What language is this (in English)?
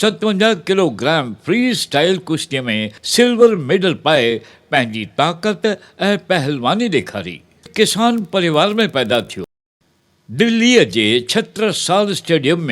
Sindhi